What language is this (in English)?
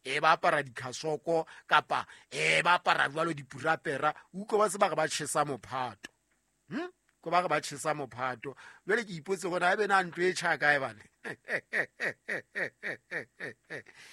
Southern Sotho